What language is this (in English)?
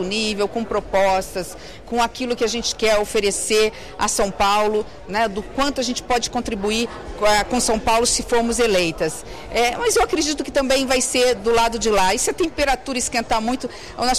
Portuguese